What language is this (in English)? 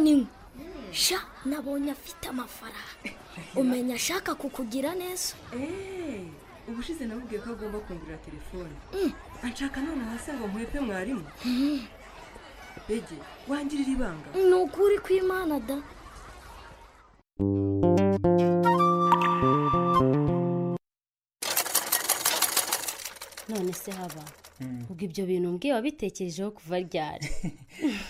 Kinyarwanda